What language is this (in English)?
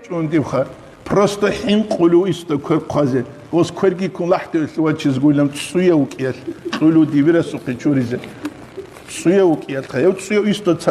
Avaric